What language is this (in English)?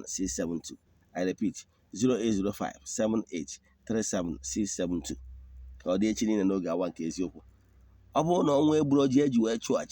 Igbo